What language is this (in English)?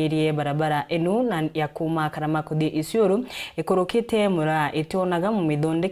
Meru